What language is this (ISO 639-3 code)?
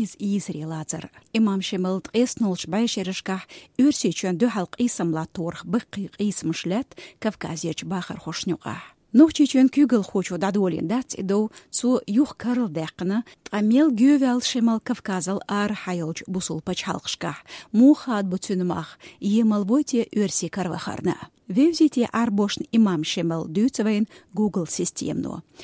che